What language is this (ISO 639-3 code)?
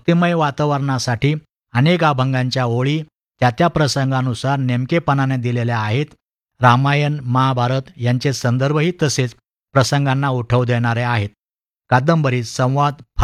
mar